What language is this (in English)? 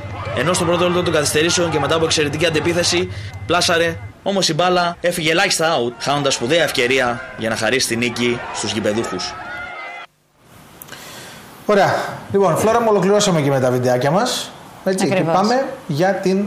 Greek